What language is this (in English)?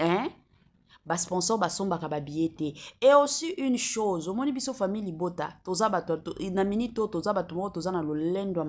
Lingala